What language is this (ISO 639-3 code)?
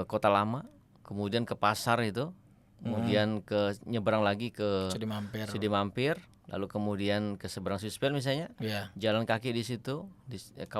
bjn